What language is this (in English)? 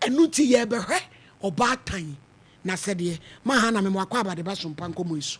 Akan